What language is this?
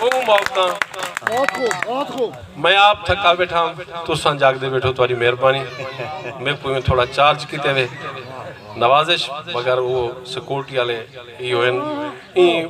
Saraiki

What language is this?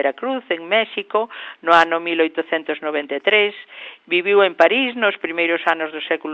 Galician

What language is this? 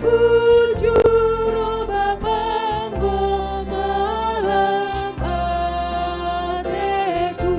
Batak Karo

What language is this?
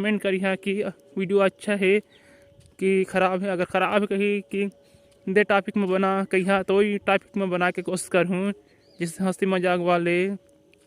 Chhattisgarhi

